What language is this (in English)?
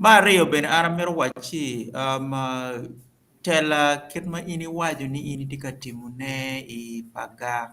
Acoli